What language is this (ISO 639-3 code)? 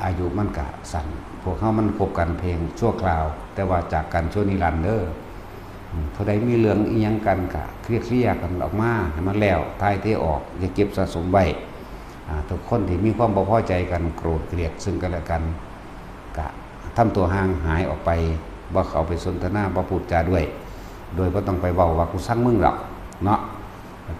lao